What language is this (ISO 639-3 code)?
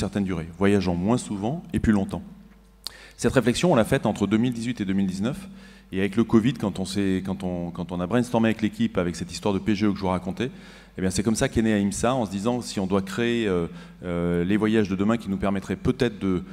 fra